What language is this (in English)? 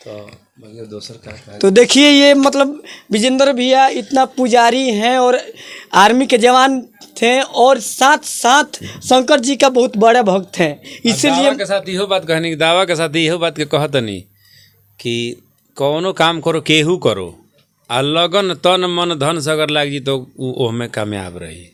Bhojpuri